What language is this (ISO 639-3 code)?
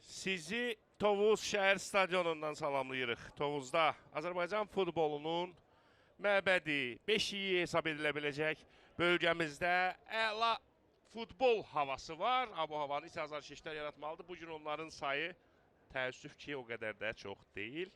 aze